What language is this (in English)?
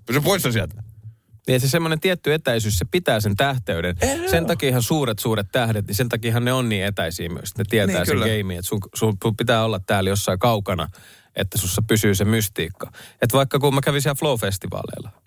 Finnish